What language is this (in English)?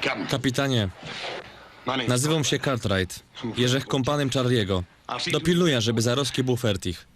Silesian